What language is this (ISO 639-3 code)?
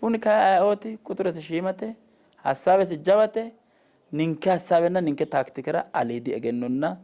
sid